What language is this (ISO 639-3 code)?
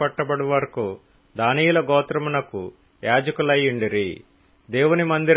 tel